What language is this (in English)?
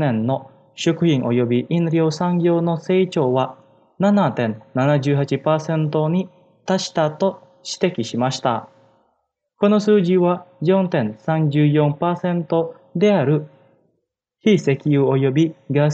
Japanese